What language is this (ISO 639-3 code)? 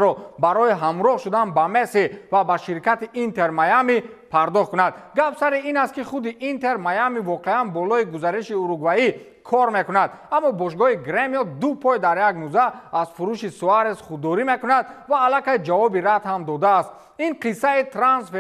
tgk